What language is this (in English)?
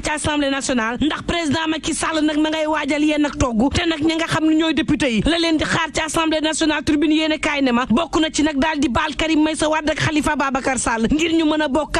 Wolof